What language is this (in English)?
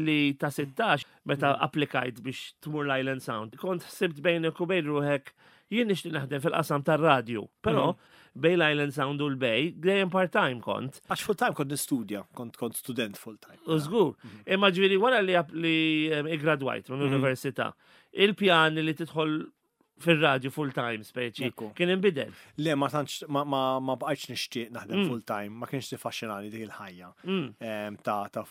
Maltese